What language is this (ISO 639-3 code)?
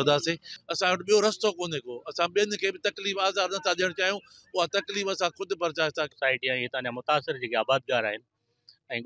snd